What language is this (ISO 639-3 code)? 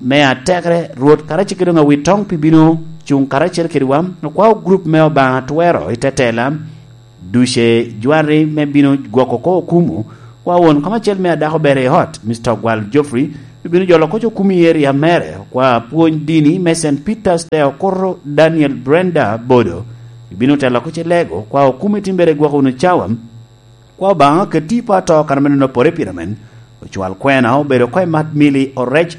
laj